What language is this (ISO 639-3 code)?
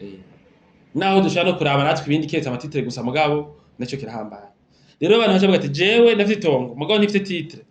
run